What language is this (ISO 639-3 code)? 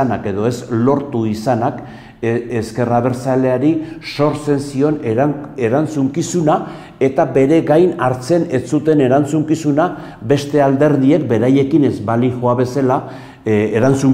eus